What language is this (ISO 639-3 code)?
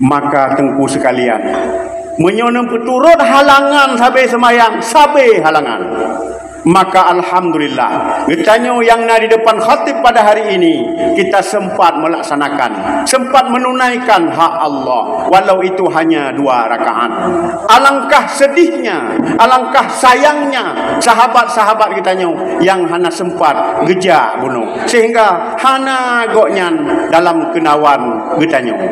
ace